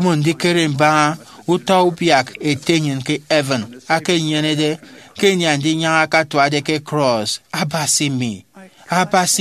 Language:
Efik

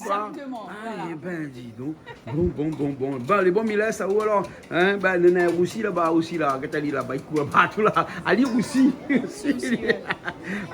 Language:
Réunion Creole French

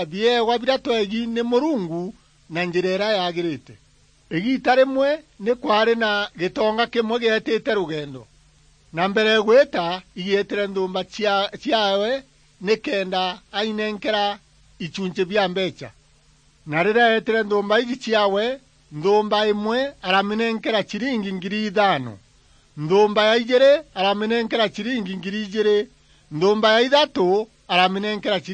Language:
Meru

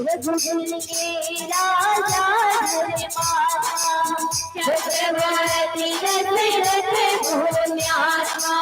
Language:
Chhattisgarhi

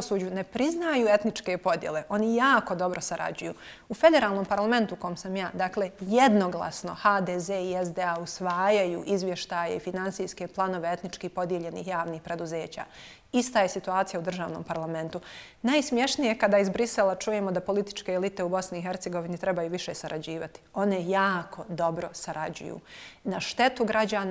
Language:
Bosnian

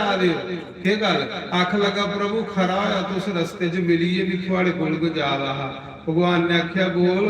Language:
Dogri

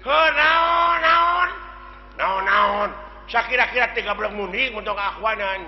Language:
Sundanese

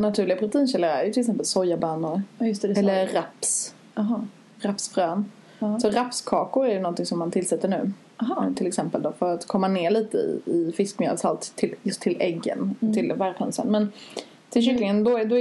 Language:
Swedish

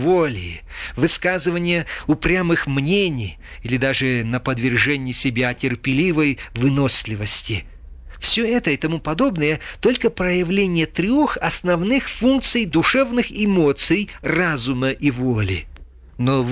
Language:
Russian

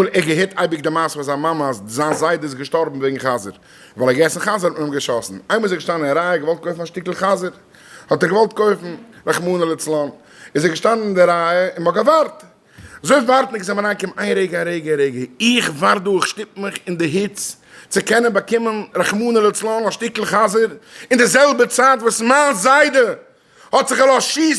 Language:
Yiddish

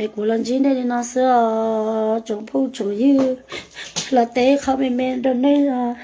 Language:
Hmong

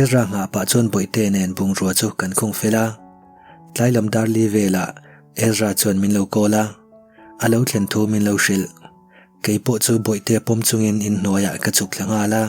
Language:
Mizo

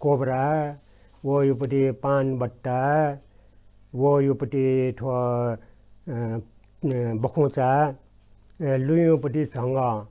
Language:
Newari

